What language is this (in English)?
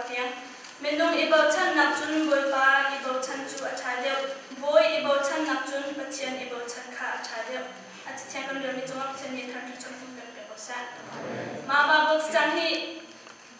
Hakha Chin